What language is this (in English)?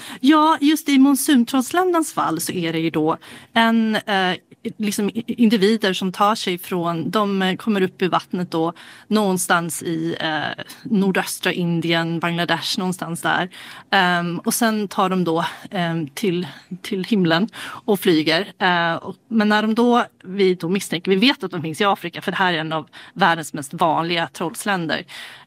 Swedish